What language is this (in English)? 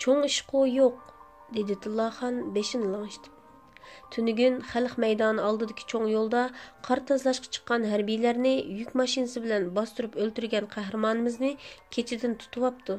Uyghur